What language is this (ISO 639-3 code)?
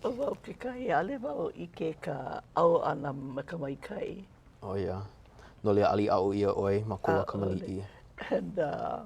haw